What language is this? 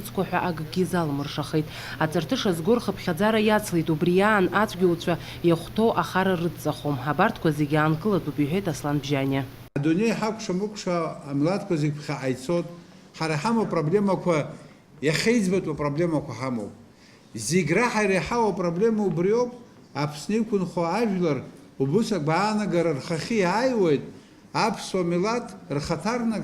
Abkhazian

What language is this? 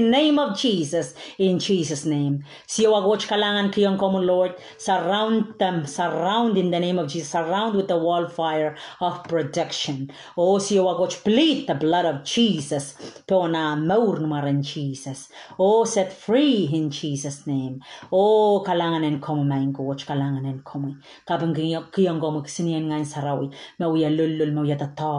Pohnpeian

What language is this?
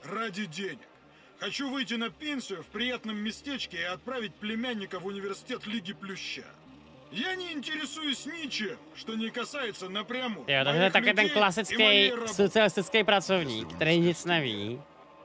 Czech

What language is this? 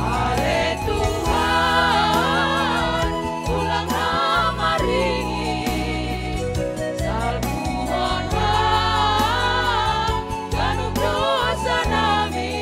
Batak Simalungun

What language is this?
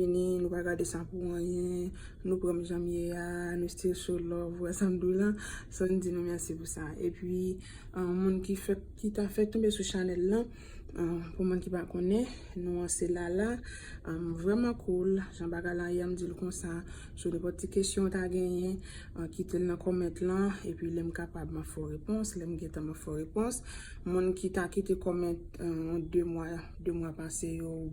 Haitian Creole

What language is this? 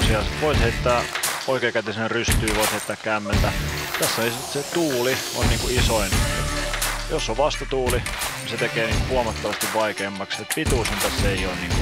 Finnish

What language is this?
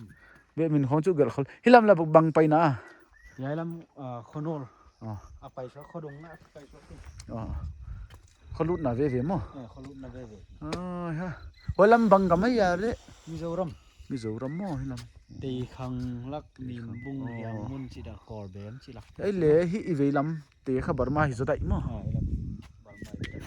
Paite Chin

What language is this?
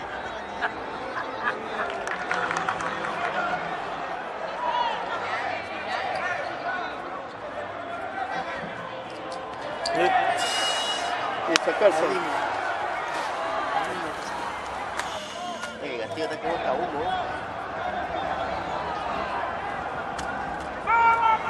Spanish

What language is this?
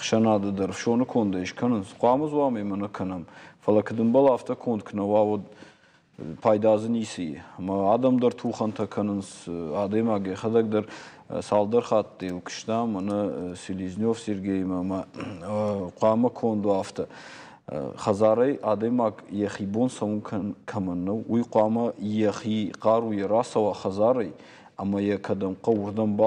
Ossetic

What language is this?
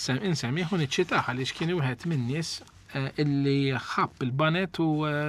Maltese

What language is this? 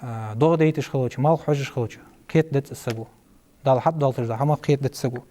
Ingush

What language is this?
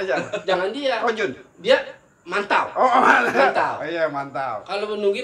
Betawi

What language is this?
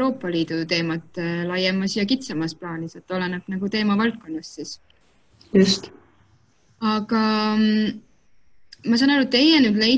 Estonian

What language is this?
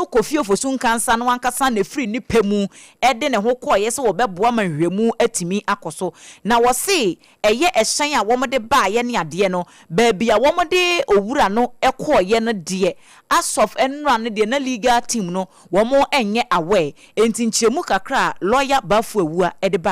Akan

